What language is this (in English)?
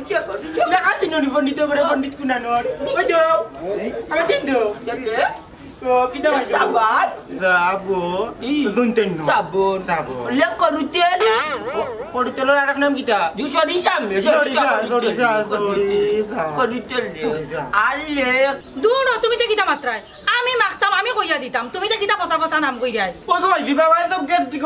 Sylheti